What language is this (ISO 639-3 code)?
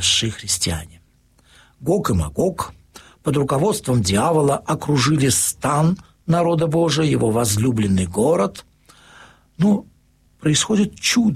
rus